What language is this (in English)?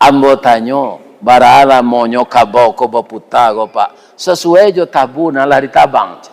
Minangkabau